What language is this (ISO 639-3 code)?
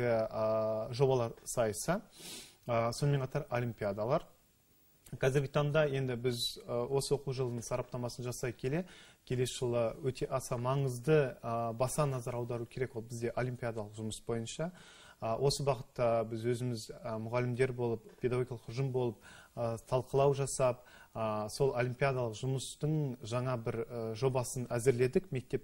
kaz